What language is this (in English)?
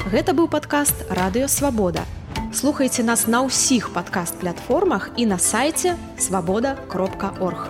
Belarusian